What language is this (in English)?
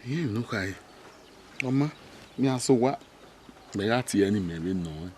Bini